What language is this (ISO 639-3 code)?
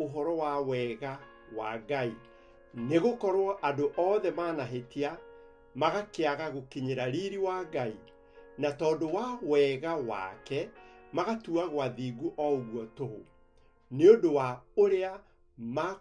kik